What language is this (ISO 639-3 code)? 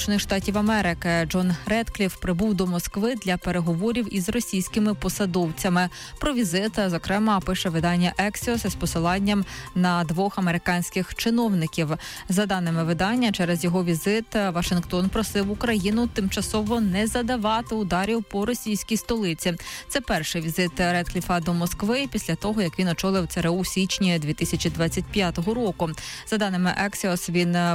ukr